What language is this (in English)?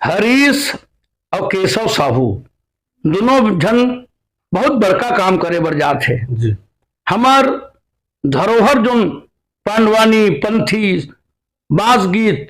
Chhattisgarhi